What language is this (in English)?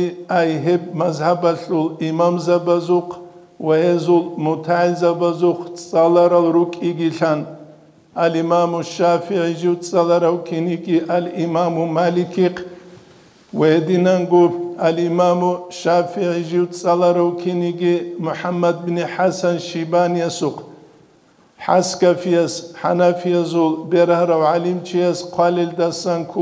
Avaric